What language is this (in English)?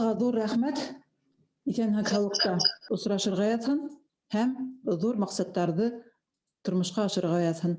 Bashkir